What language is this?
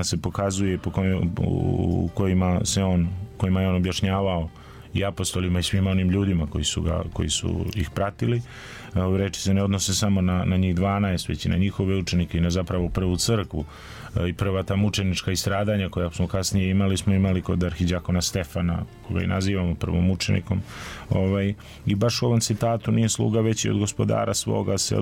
Serbian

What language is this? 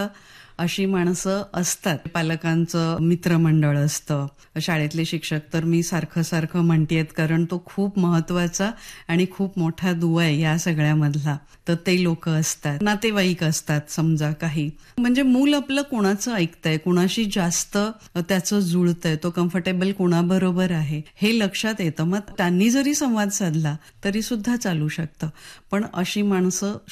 Marathi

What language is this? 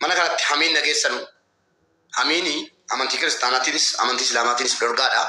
Oromo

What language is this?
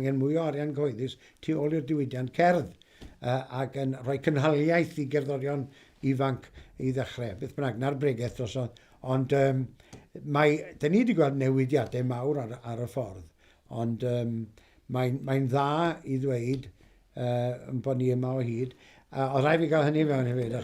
Welsh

